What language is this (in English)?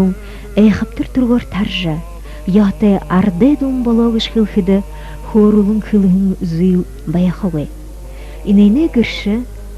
Buriat